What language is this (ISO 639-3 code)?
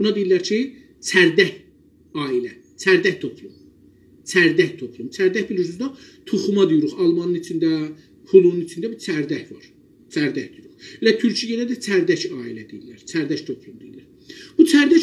azb